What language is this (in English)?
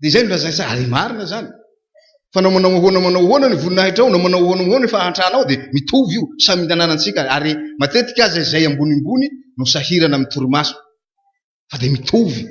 Malagasy